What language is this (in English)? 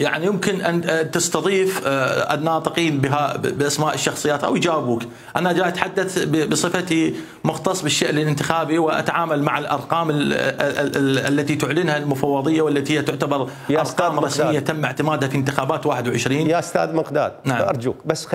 Mesopotamian Arabic